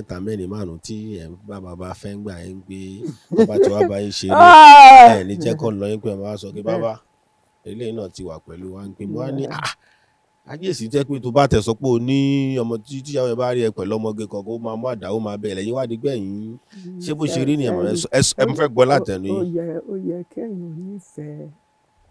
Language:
Yoruba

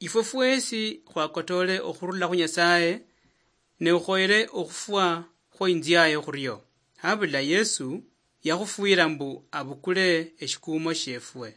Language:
Luyia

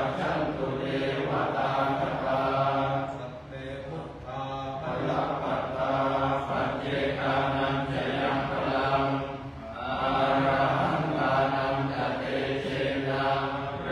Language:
Pali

